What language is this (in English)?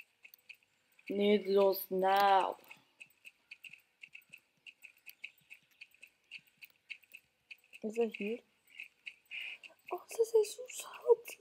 Dutch